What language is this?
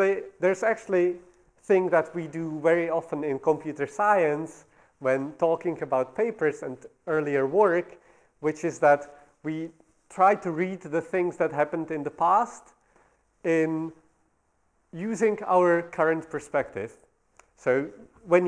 English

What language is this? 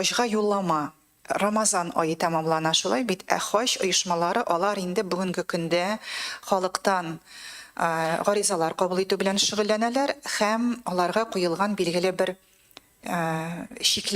Tatar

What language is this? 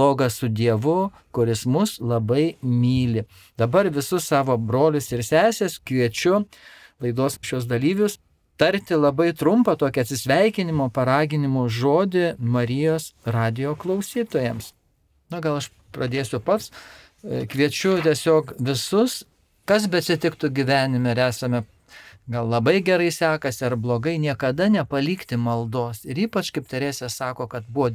Lithuanian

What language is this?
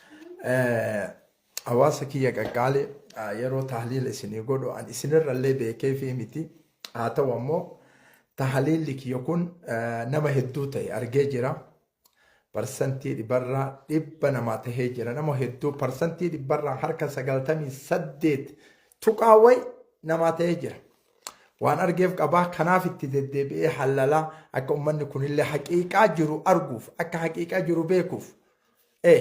Oromo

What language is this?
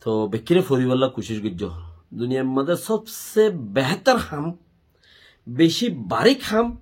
Rohingya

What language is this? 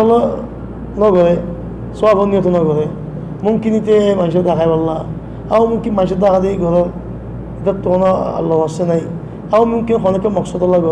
Rohingya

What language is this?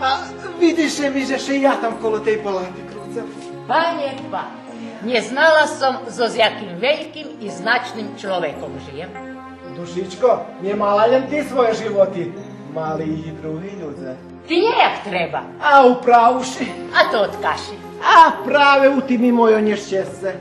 Rusyn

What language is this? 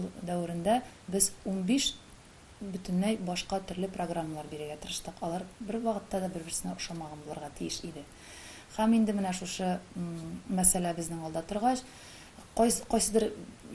Tatar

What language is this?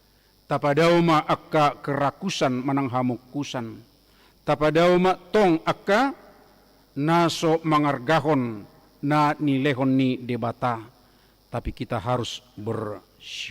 Batak Toba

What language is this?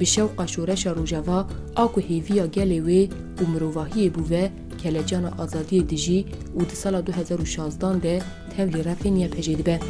Kurdish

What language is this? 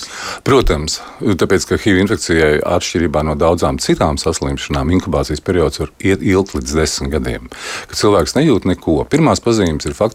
Latvian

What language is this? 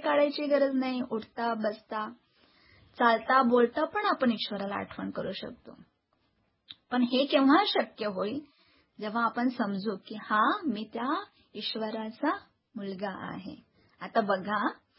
Marathi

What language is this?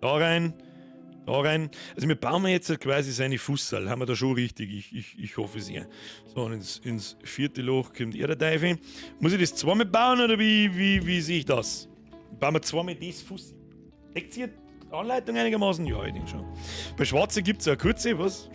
Bavarian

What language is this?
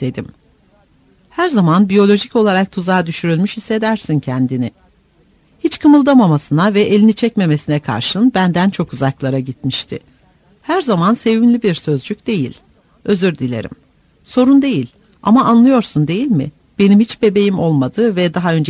Turkish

